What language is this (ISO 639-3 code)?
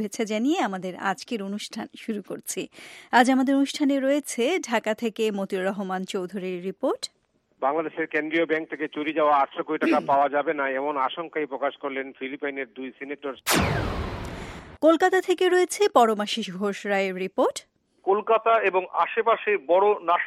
ben